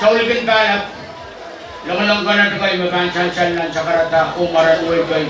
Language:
Pohnpeian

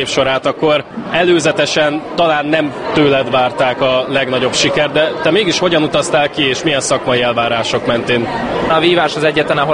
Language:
Hungarian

